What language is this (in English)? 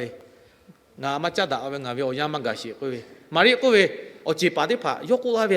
Lahu